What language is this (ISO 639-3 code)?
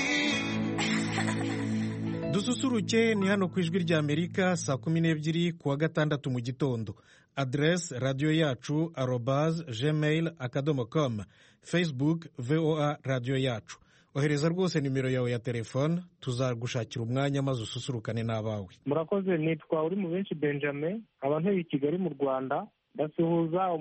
kin